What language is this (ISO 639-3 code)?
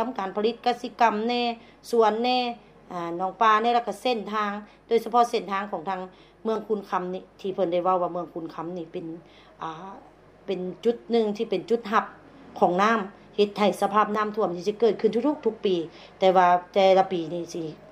lao